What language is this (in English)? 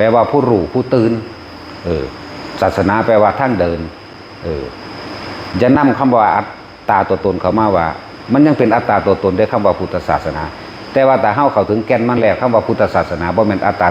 Northeastern Thai